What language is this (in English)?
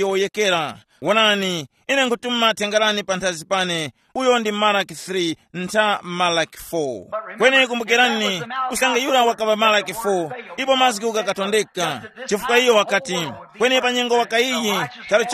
Tumbuka